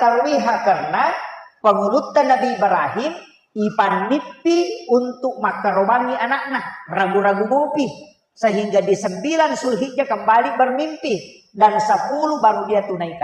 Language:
Buginese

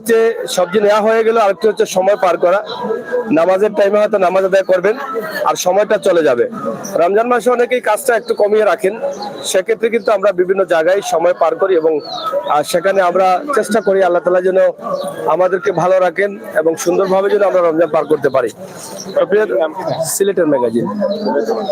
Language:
Sylheti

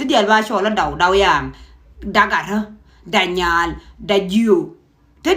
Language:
Nuer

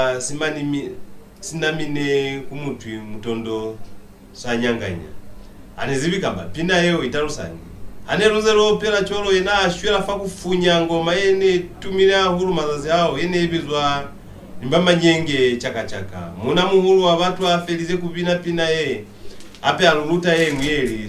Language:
Lozi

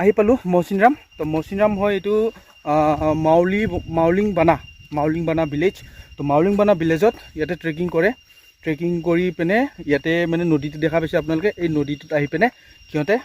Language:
Assamese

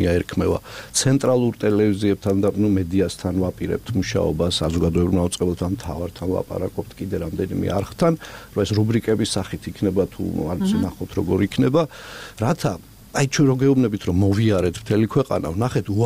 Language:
Georgian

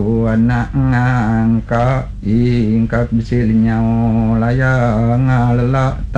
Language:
Iban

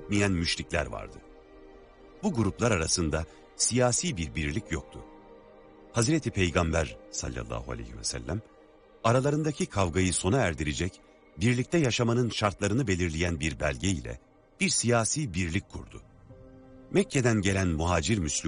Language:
Turkish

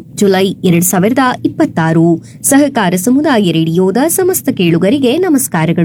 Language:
Kannada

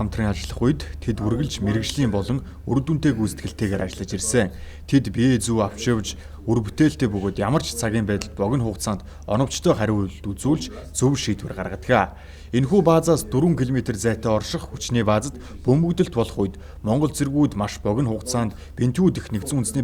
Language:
Mongolian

